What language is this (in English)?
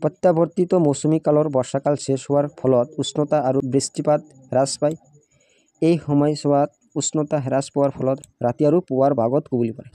Assamese